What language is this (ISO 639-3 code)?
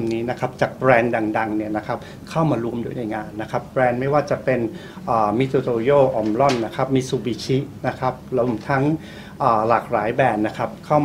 tha